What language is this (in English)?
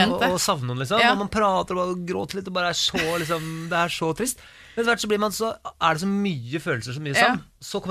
Norwegian